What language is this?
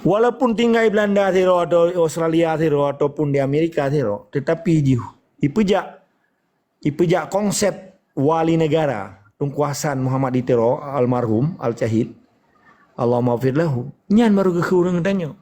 Achinese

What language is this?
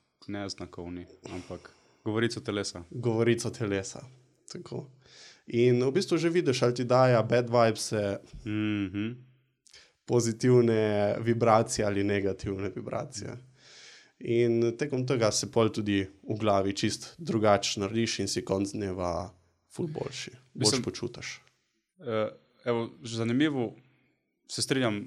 Slovenian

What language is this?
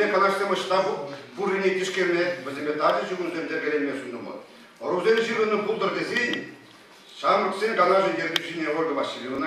Chuvash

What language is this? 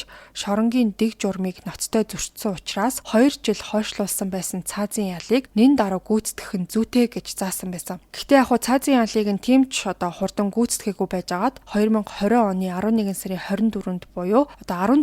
Mongolian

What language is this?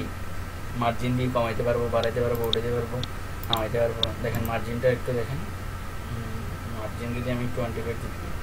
Bangla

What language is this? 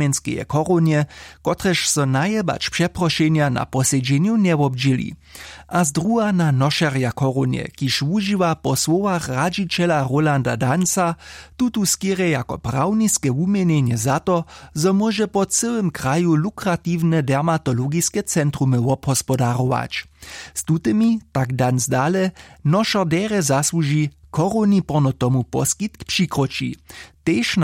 Upper Sorbian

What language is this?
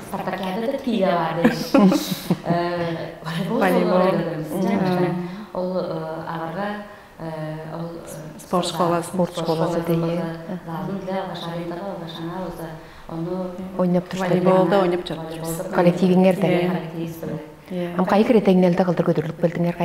Tuvinian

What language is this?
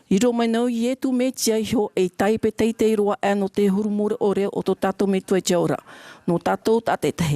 Tahitian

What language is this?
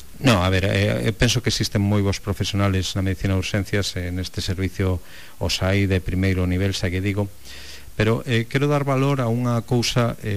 Galician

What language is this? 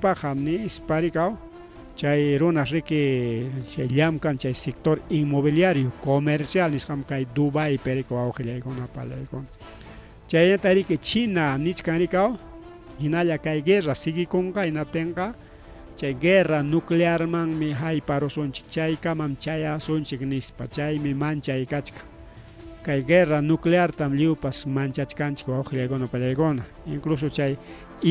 Ayacucho Quechua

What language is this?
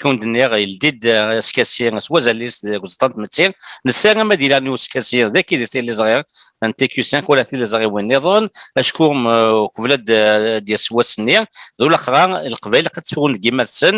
Kabyle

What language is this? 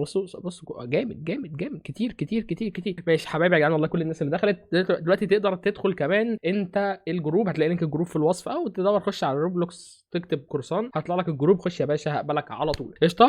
Egyptian Arabic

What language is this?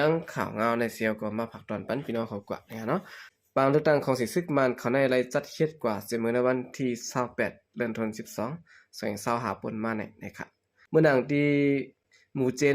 Shan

